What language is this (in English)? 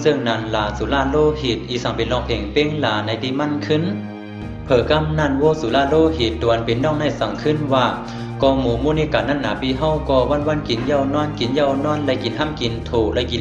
Shan